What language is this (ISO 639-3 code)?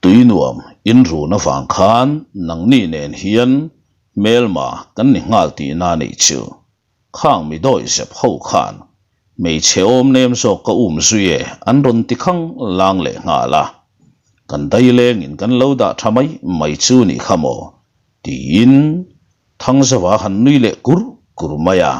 lus